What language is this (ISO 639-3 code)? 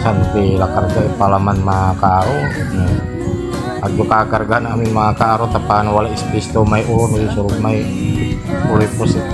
pag